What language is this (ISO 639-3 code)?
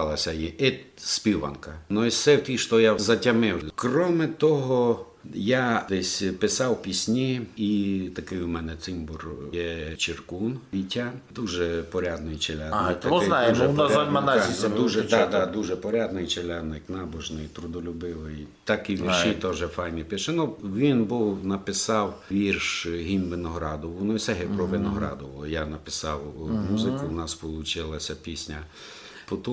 rue